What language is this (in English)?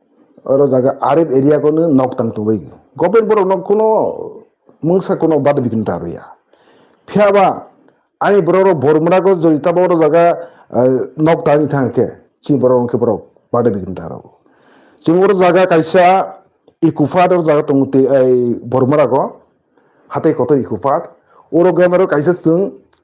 Kok Borok